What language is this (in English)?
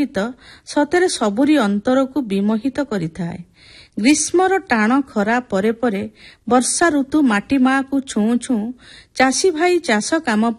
Odia